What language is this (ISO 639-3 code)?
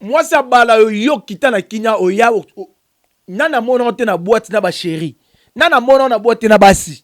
lin